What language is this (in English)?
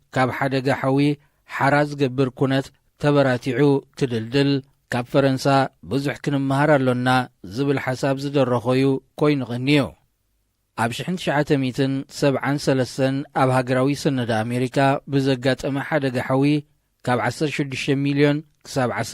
Tigrinya